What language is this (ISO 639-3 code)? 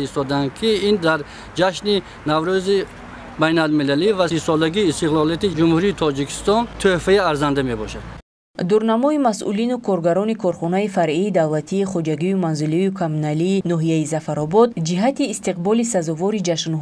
tgk